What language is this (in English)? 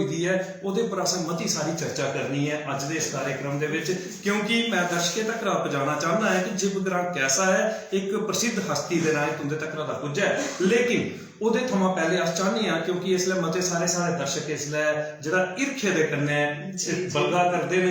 Dogri